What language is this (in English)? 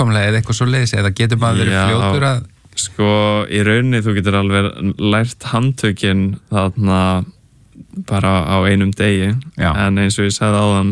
Icelandic